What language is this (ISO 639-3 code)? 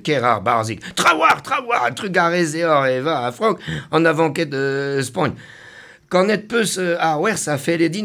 bre